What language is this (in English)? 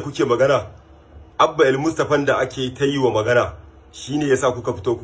Hausa